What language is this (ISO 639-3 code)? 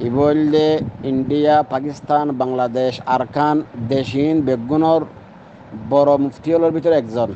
rhg